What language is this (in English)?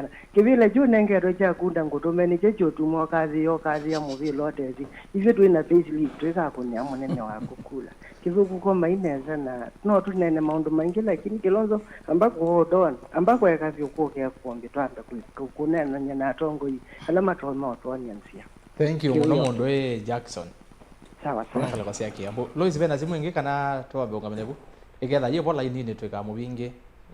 Kamba